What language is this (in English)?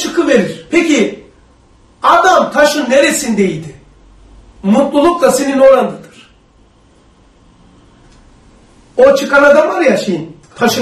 Turkish